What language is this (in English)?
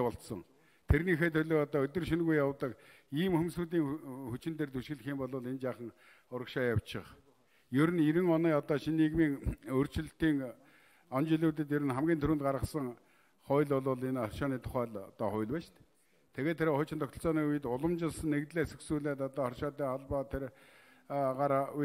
Mongolian